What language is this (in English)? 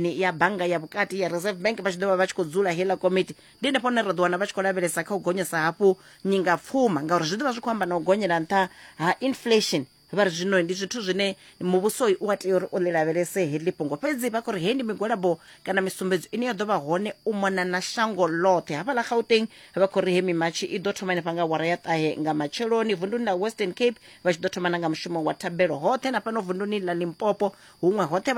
Venda